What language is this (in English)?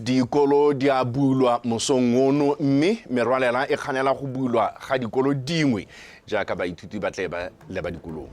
Tswana